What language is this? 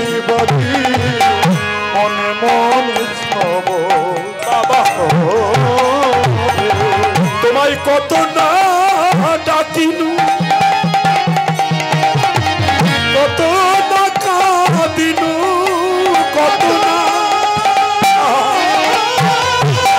Bangla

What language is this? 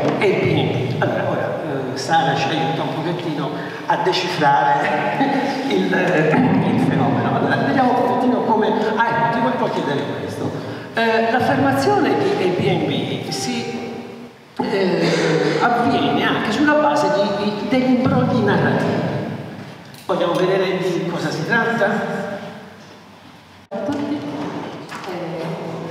Italian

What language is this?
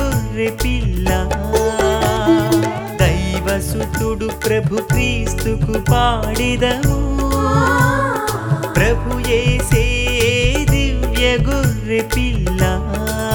Telugu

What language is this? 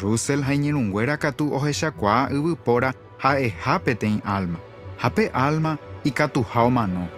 Guarani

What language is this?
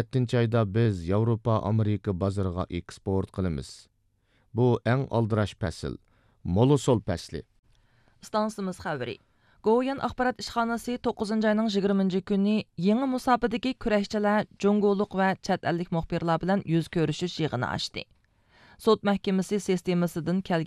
Uyghur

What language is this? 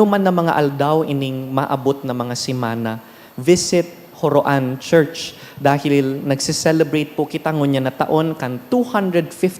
Bikol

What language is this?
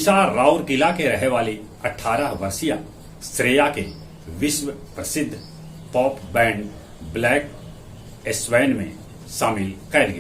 Magahi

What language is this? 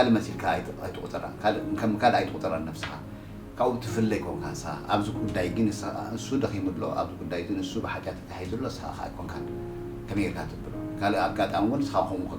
Tigrinya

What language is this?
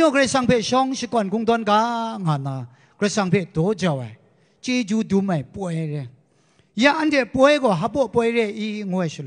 Kachin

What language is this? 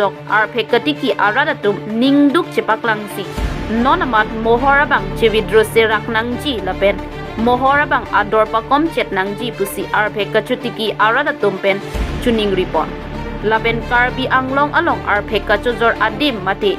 Karbi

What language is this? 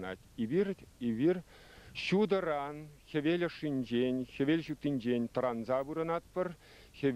Chuvash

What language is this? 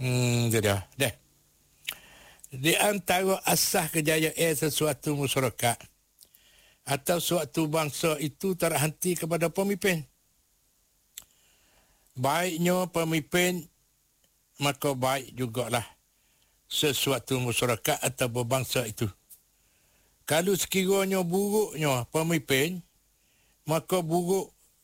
Malay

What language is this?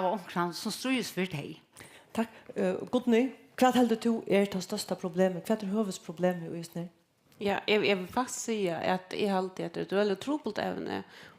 Faroese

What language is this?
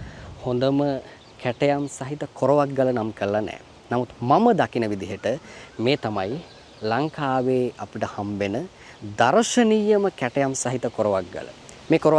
Sinhala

